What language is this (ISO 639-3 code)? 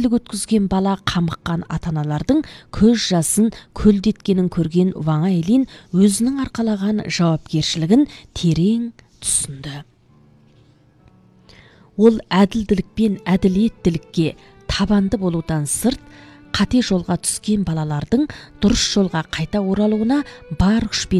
kaz